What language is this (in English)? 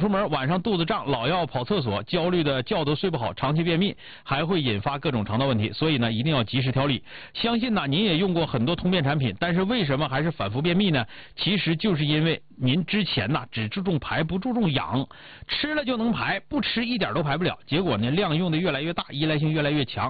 Chinese